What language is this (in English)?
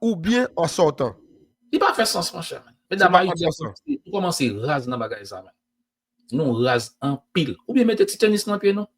Haitian Creole